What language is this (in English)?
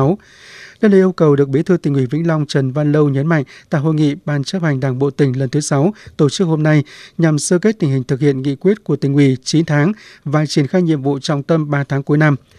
Vietnamese